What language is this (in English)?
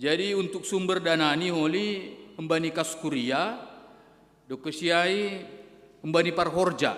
Batak Simalungun